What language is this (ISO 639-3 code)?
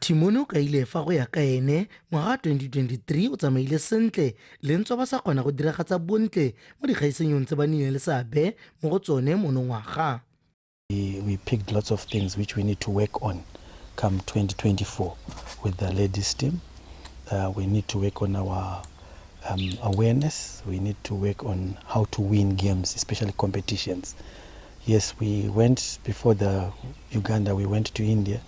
tsn